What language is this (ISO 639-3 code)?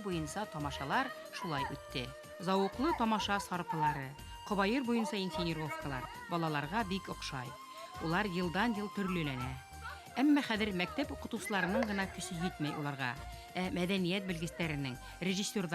bak